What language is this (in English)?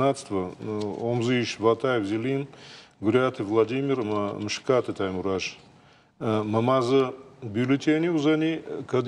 Ossetic